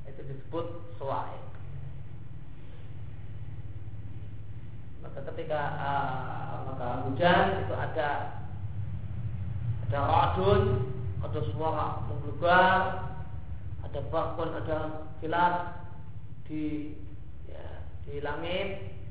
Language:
Indonesian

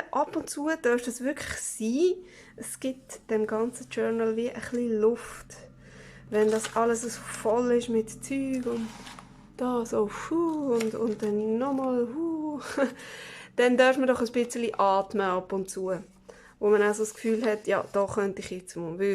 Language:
Swiss German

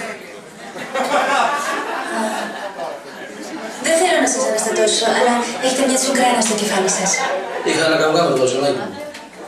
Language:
Greek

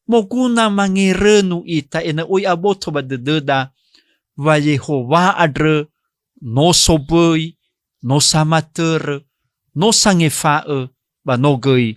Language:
Nias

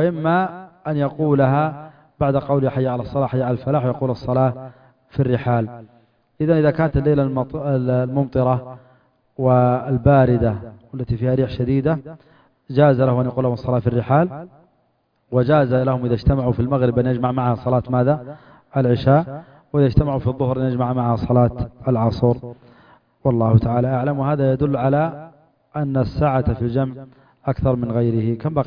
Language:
Arabic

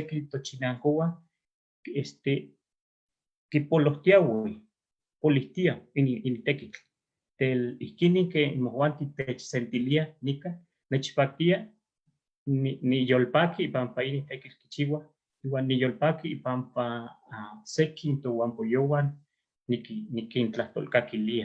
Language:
Eastern Huasteca Nahuatl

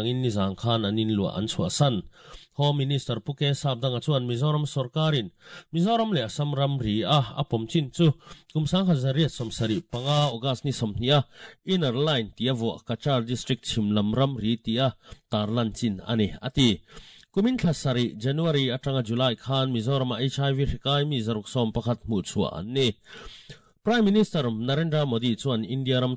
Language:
Mizo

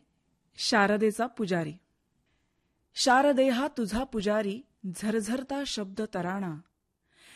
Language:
Marathi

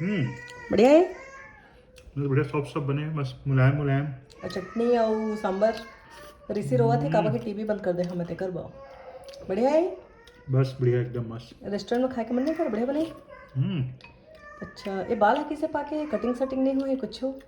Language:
Chhattisgarhi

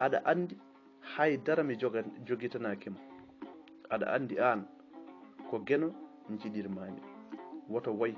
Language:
Fula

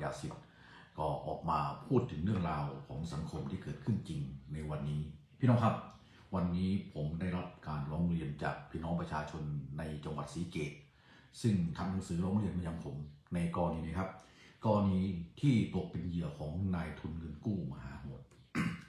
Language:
Thai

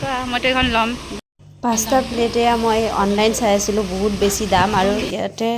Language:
Assamese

